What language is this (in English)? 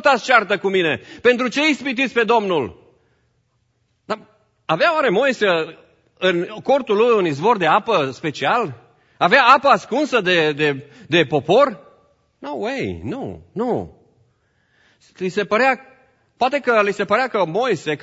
Romanian